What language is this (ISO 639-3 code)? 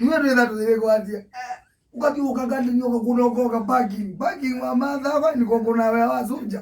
kam